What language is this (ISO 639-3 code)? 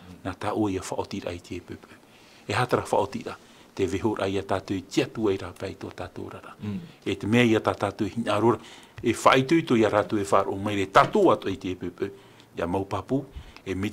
tah